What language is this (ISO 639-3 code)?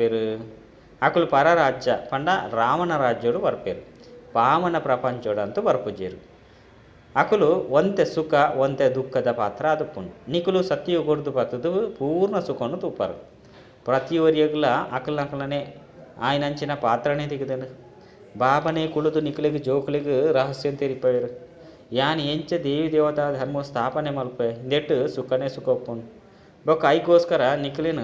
tcy